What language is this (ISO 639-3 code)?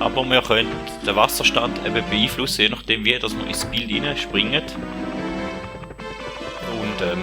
gsw